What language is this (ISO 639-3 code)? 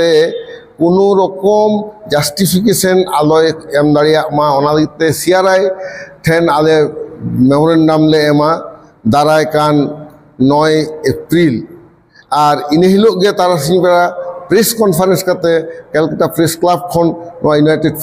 sat